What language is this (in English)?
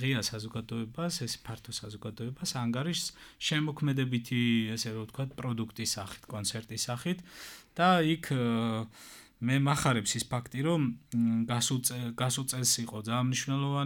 Georgian